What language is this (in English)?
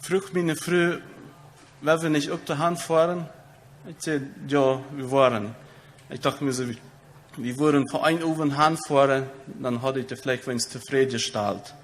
Plautdietsch